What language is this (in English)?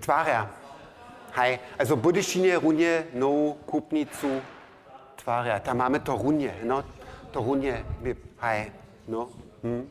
Upper Sorbian